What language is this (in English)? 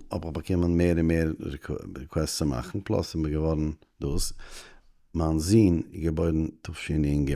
Yiddish